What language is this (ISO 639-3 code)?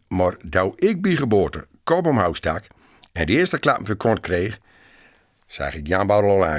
gos